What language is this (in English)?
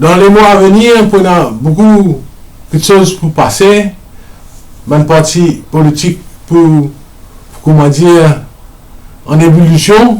Morisyen